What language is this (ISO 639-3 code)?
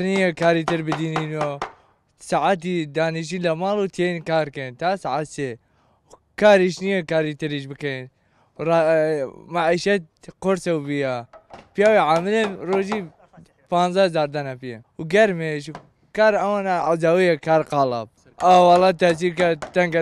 ckb